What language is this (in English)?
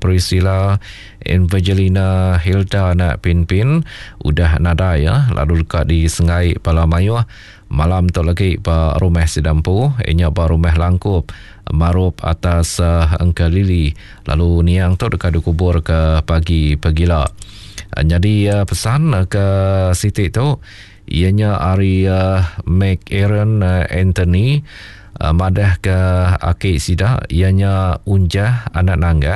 Iban